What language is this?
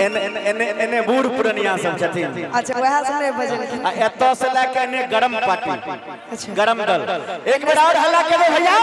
Maithili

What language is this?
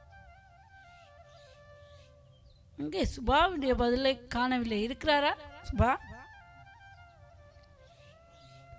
Tamil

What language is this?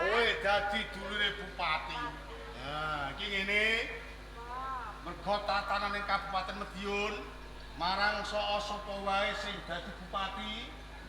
Javanese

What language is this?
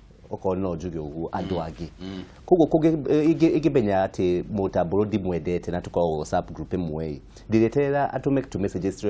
Kikuyu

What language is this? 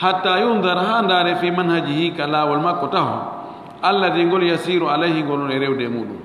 Fula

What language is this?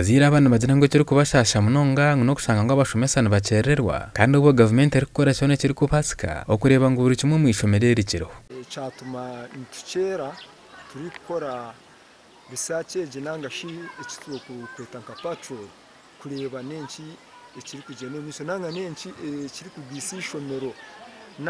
Nyankole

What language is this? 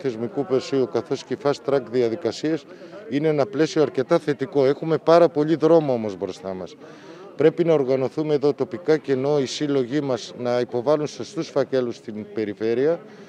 Greek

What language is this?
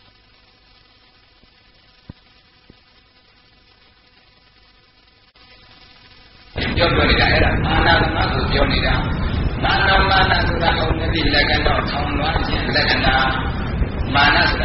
Burmese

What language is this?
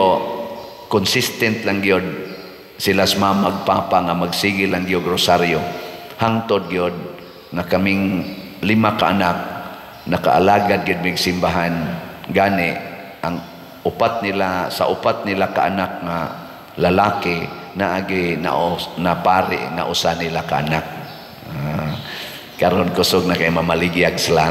Cebuano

